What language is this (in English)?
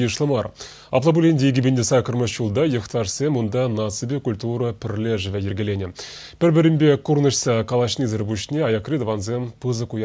Chuvash